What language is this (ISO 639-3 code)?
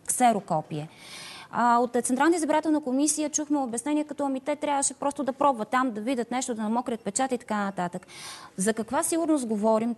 bul